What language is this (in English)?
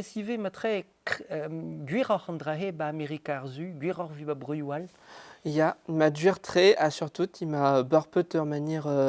Breton